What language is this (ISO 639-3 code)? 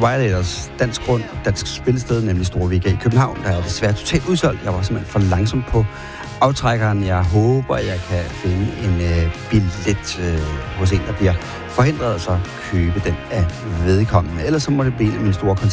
dan